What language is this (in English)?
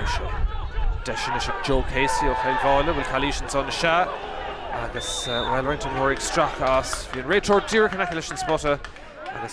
Irish